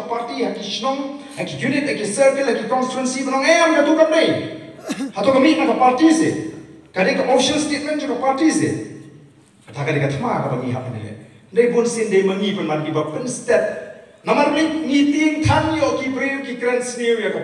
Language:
Khasi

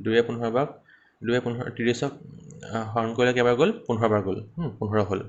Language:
Assamese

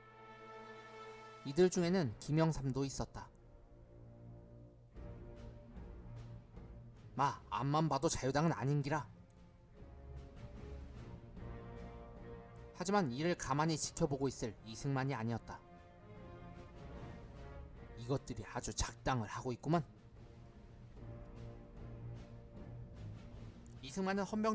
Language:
Korean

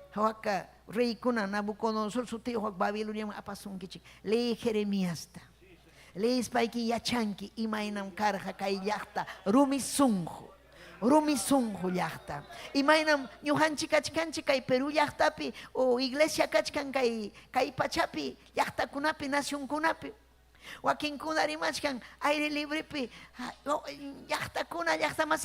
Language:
Ayacucho Quechua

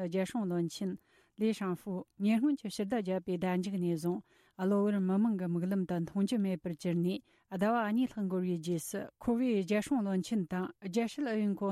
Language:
Tibetan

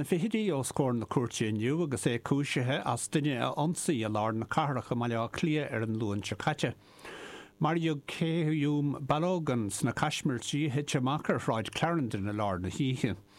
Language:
Irish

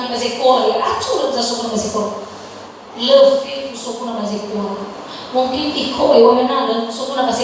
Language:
Nias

